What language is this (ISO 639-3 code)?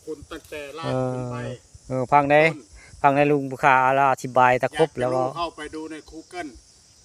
tts